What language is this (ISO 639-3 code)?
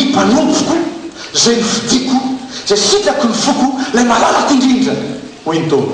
mlg